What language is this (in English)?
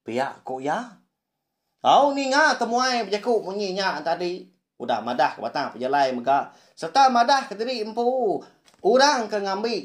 Iban